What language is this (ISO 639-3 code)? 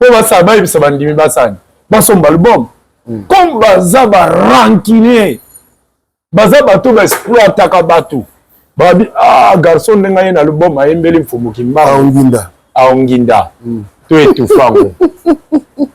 lin